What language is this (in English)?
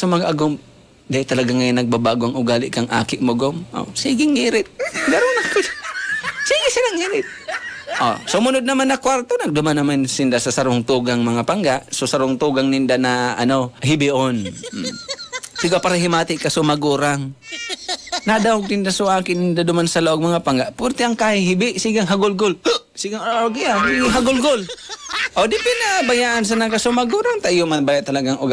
Bikol